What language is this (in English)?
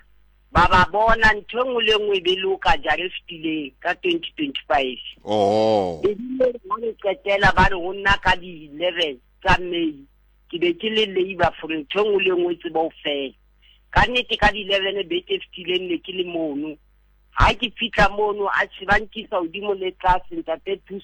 Southern Sotho